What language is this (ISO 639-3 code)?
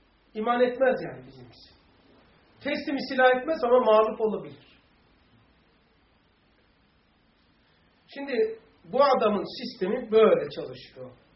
tur